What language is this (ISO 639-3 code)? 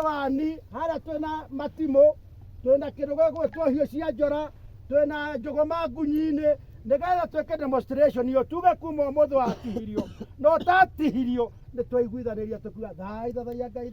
kik